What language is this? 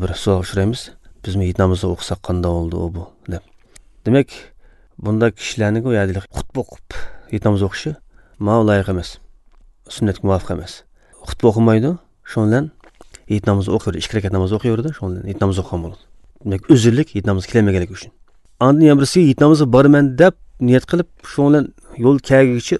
Uyghur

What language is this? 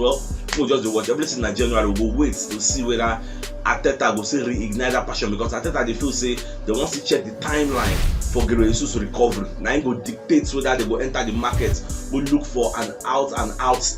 Nigerian Pidgin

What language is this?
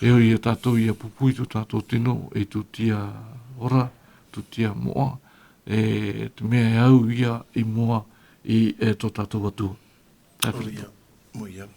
Tahitian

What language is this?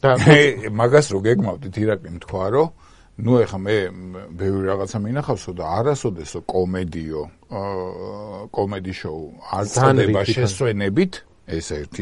Georgian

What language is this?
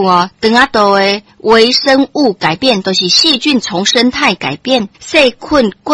Min Nan Chinese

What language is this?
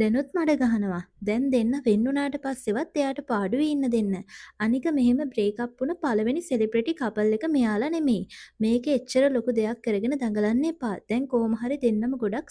Sinhala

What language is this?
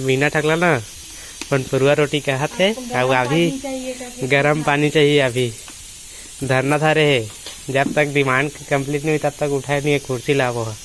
Chhattisgarhi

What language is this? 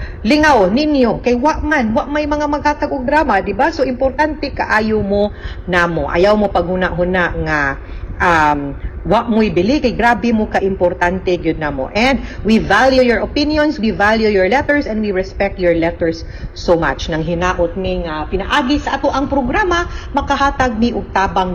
Cebuano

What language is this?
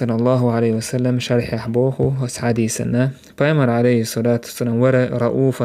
Chechen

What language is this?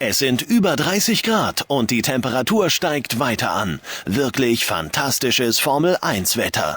Bavarian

